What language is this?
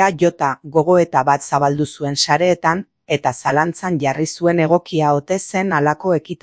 Basque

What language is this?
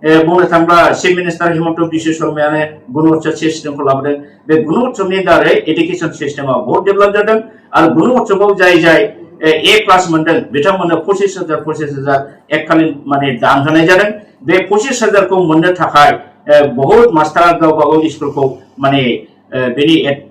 Bodo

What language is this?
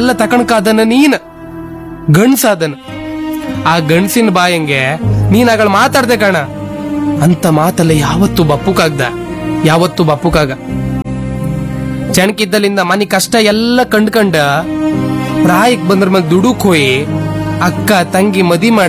Kannada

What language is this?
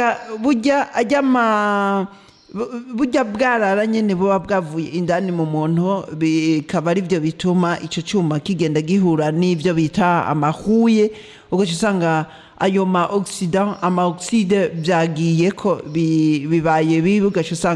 Rundi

